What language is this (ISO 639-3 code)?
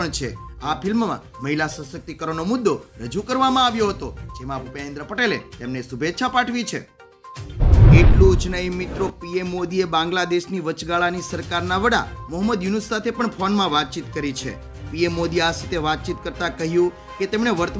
guj